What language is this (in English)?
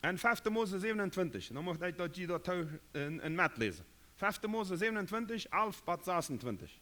Plautdietsch